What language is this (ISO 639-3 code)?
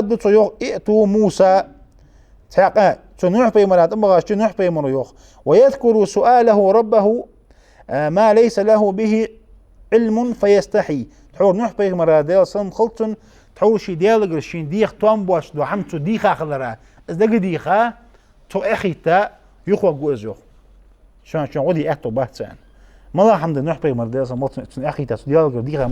inh